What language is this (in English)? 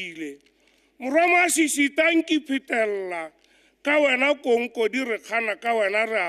Tswana